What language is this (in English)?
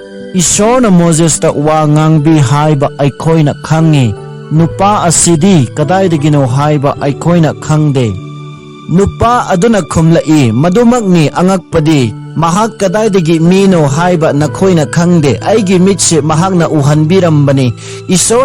Manipuri